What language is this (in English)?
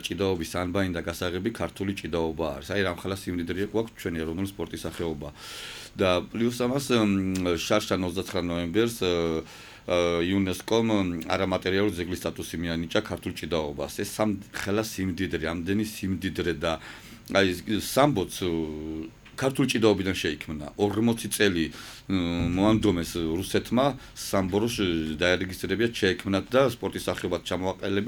Georgian